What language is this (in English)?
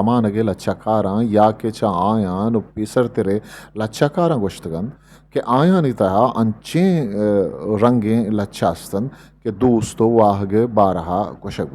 Eastern Balochi